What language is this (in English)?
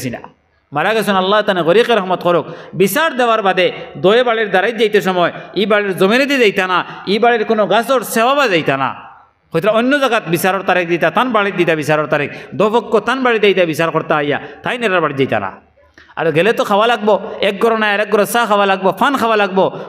Sylheti